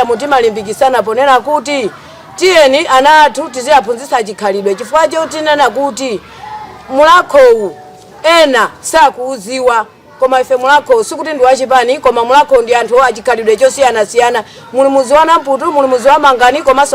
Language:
Nyanja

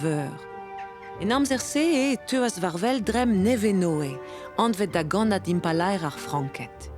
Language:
Breton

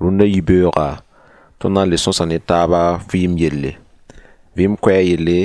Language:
Mossi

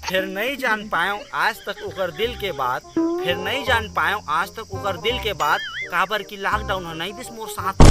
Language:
Chhattisgarhi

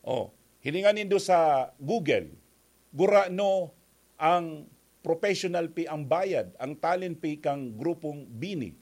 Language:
Bikol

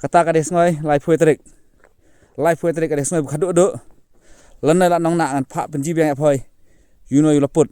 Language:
Khasi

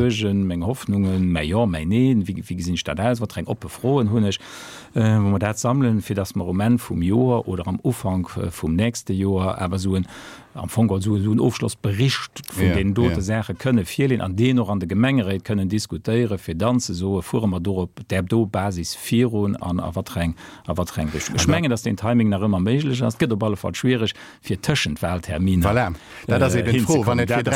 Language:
Luxembourgish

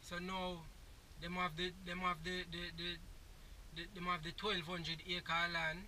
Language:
Jamaican Creole English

